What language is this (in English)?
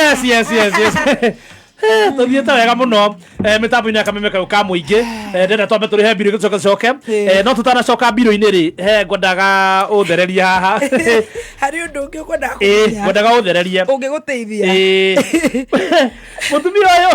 Kikuyu